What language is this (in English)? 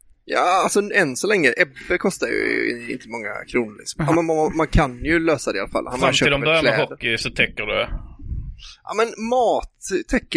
Swedish